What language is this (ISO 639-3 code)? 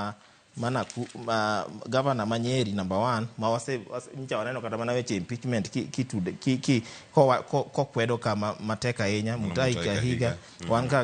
luo